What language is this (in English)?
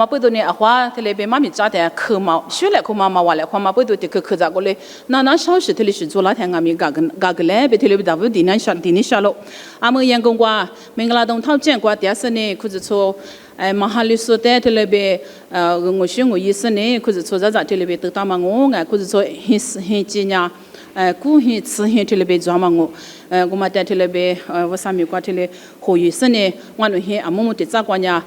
Lisu